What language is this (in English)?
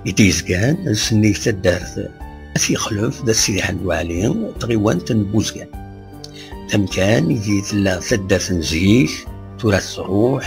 Kabyle